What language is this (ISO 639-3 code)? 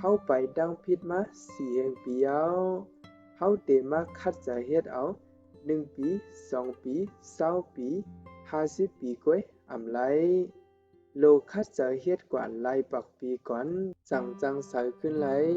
shn